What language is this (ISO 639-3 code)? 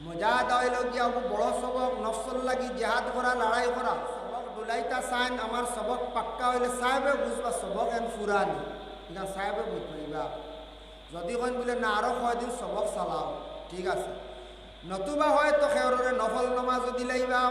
syl